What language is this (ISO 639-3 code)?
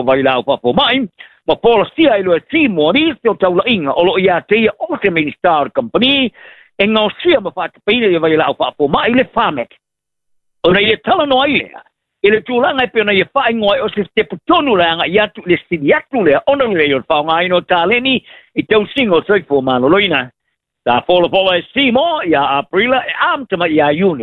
smo